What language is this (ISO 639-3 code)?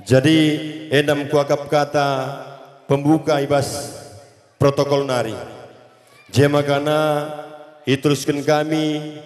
btx